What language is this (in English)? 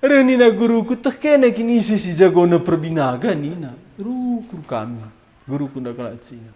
Batak Karo